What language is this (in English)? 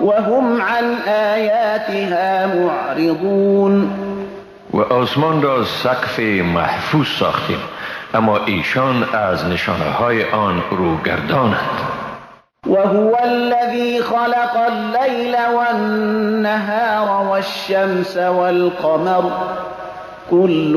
Persian